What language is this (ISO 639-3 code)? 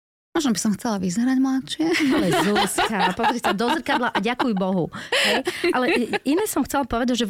slk